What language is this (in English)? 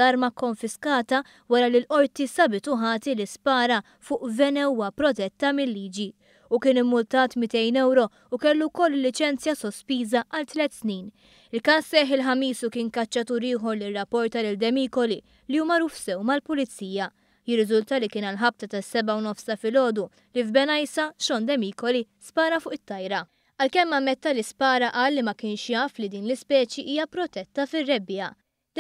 Maltese